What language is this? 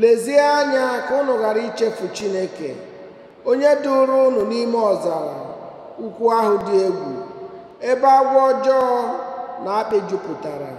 Igbo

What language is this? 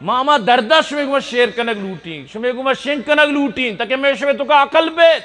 Eastern Balochi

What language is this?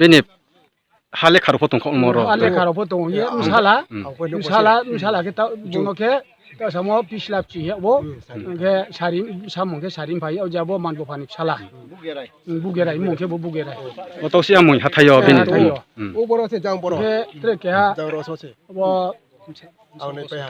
Riang (India)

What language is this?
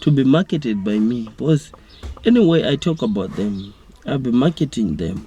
Venda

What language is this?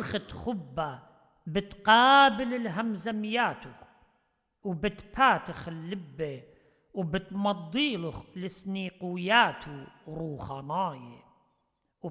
Assyrian Neo-Aramaic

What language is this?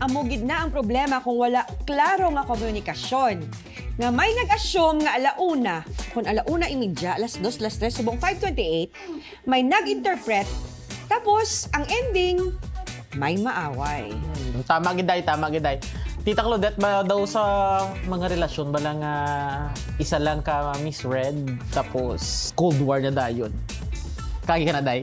Hiligaynon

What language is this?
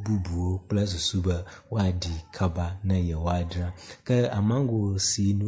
Ewe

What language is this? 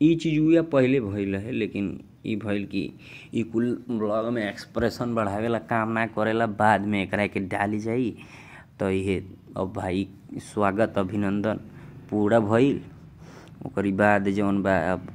Bhojpuri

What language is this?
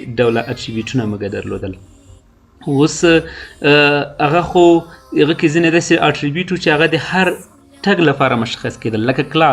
Pashto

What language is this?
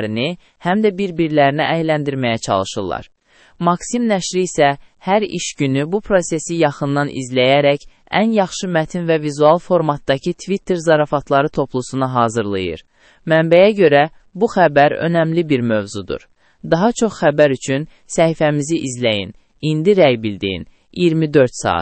Azerbaijani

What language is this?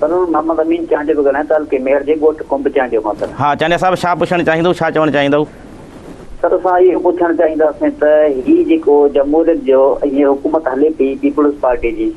Sindhi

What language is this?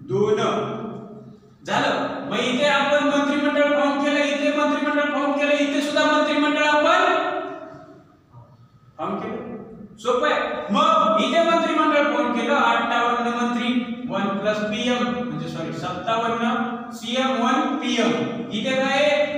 Marathi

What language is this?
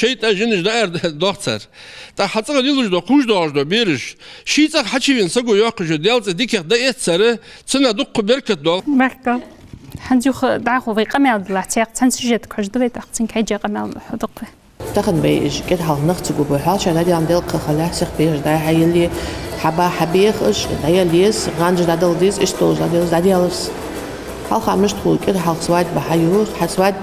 Ingush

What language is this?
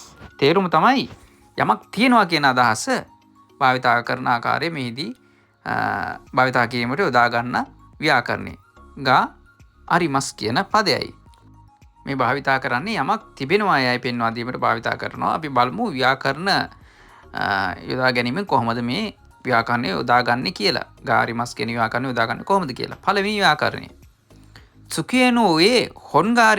Sinhala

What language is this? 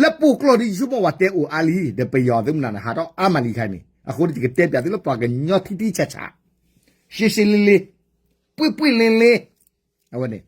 S'gaw Karen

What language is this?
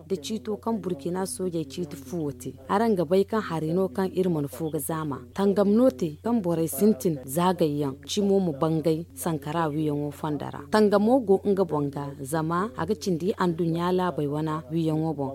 Zarma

